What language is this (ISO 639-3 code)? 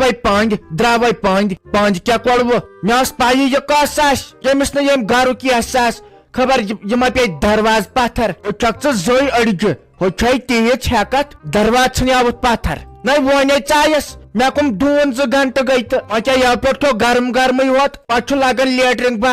kas